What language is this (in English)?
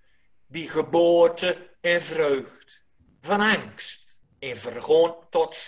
Gronings